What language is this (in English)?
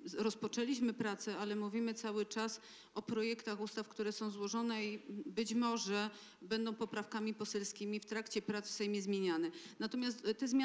Polish